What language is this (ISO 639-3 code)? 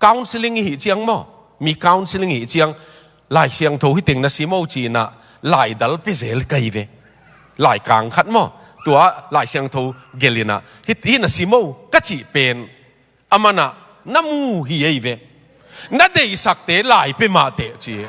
ctd